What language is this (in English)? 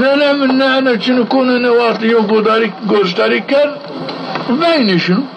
Zaza